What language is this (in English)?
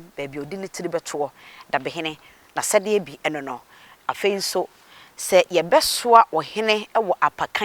Akan